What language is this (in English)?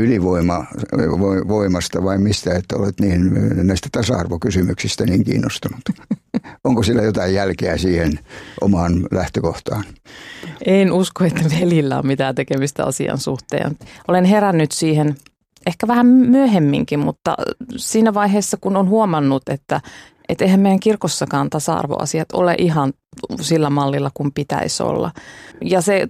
Finnish